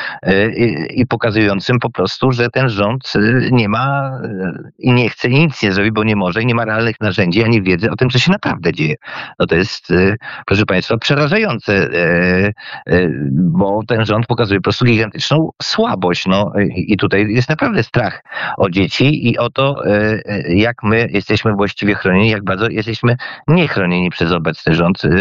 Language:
Polish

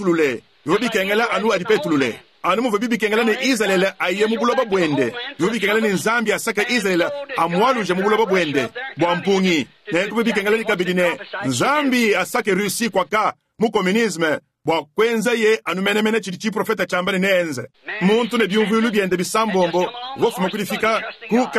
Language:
Luba-Lulua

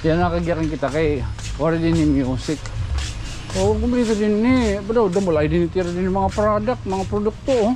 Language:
Waray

